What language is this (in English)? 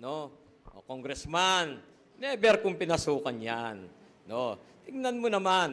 Pampanga